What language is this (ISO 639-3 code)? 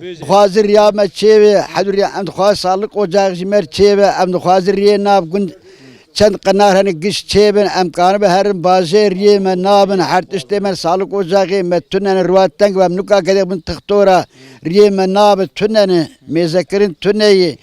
kur